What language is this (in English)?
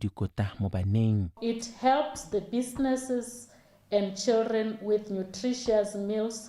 Tswana